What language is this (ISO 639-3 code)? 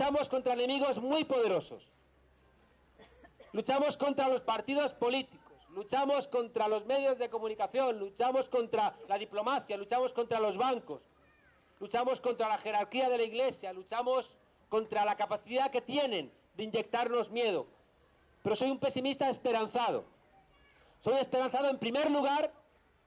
spa